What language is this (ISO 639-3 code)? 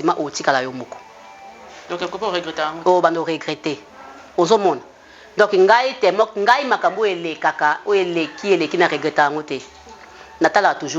lin